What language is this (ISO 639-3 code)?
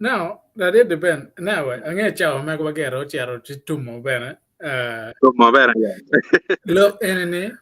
ach